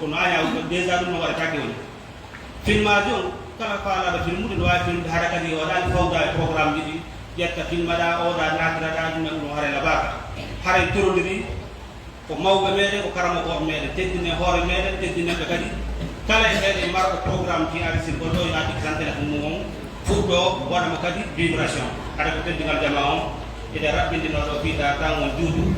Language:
Pular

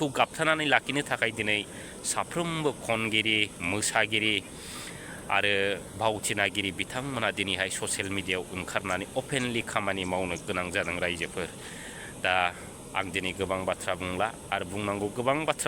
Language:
Bodo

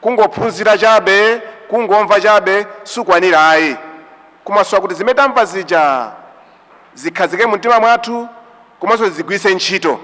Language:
Nyanja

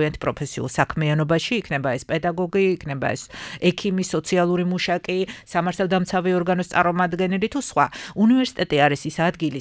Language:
Georgian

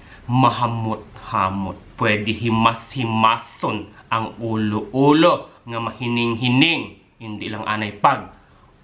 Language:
Hiligaynon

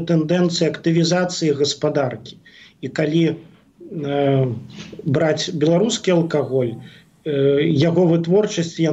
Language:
Belarusian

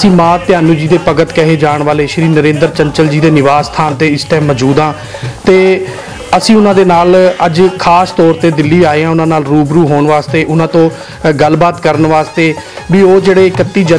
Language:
Punjabi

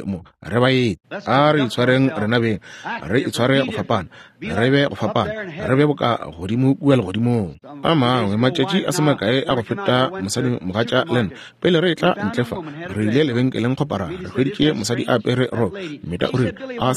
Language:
Northern Sotho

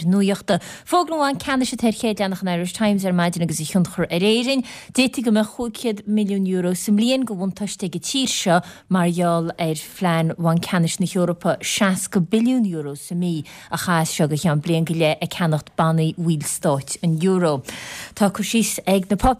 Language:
Irish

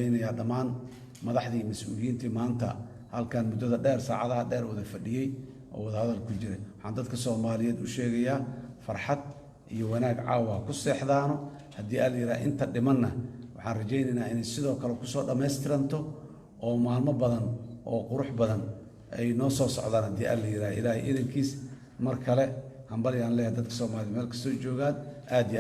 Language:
Somali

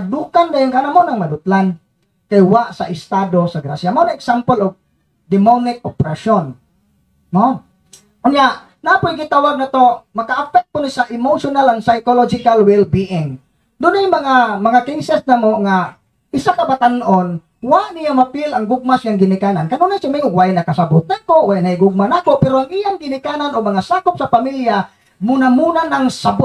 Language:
Cebuano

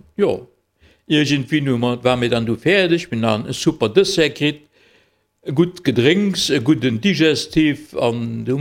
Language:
Luxembourgish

